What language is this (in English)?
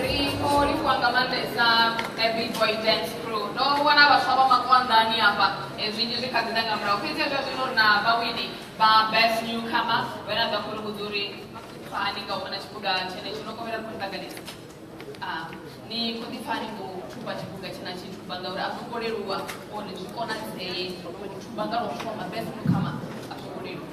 Venda